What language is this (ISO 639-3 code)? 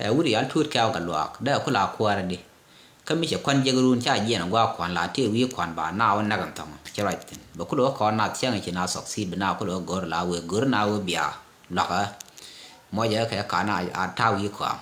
nus